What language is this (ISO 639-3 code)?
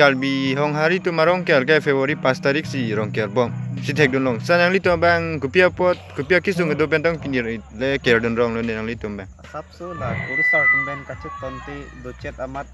mjw